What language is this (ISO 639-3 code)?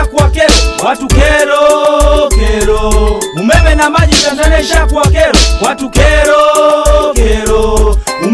swa